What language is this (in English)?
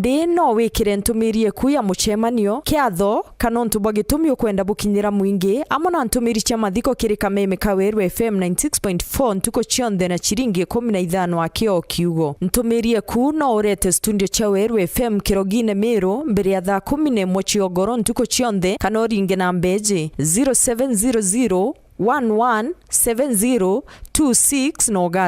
Meru